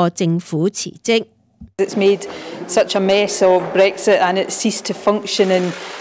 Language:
Cantonese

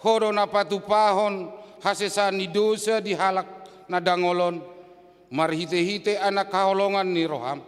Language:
Batak Toba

